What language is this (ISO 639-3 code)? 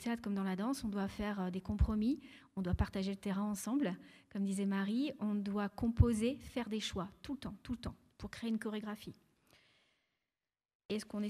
fra